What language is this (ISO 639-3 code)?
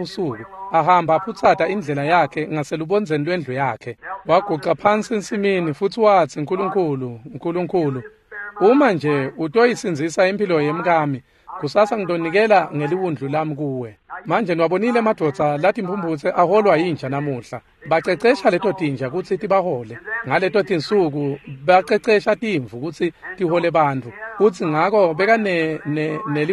ssw